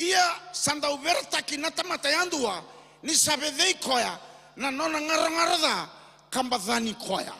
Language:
Fijian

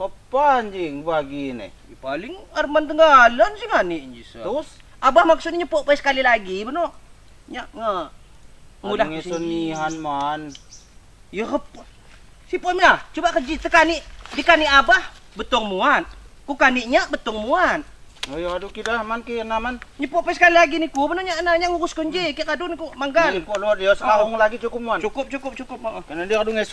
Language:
Lampung Api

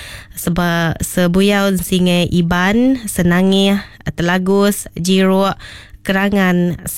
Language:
Iban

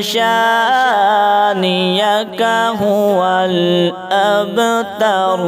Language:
Saraiki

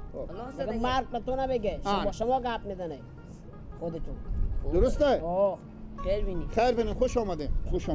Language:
Persian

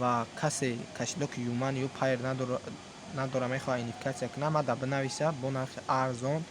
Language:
Tajik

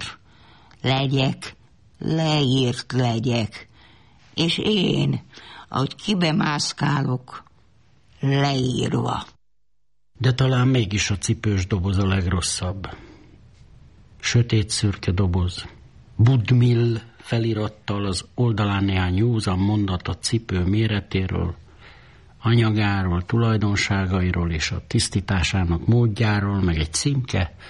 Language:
Hungarian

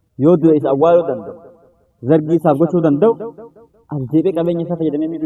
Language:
Oromo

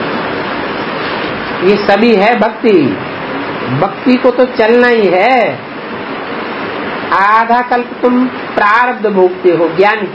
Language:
Hindi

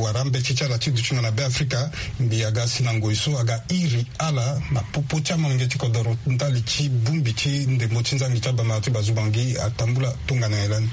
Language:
Sango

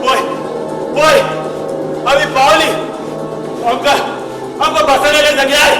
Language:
Konkani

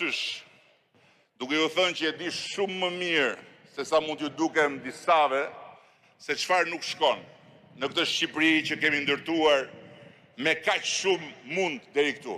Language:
Albanian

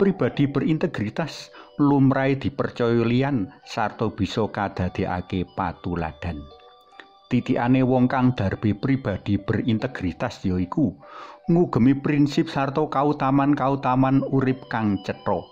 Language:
Javanese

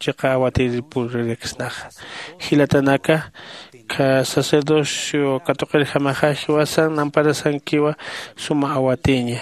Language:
Aymara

